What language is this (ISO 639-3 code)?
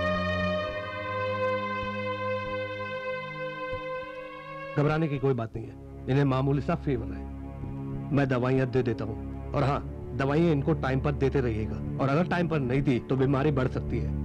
hin